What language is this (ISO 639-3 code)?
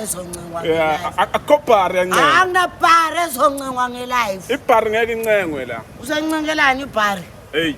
zul